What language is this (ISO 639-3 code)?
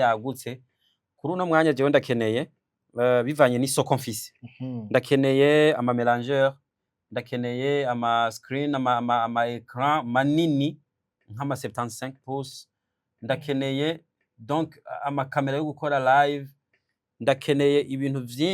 run